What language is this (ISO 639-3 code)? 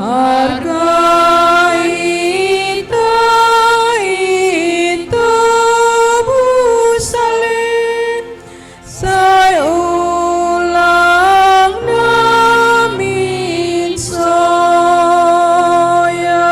bts